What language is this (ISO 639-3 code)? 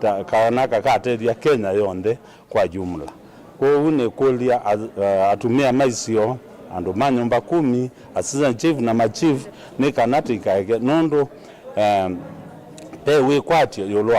kam